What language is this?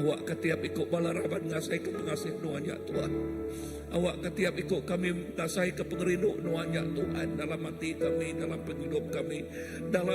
Iban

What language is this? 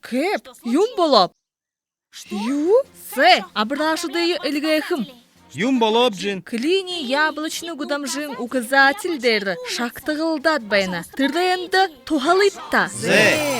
Buriat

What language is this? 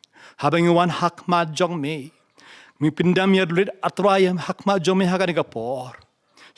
Khasi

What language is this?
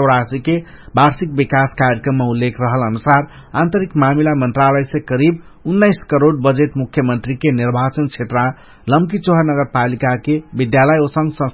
Dangaura Tharu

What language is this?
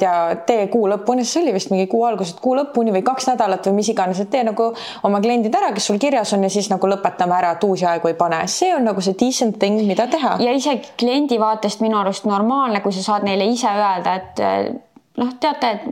Estonian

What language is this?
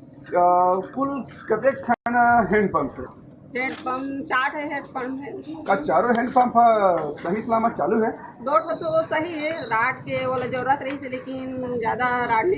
Chhattisgarhi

